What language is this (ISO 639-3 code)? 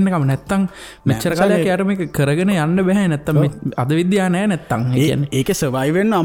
sin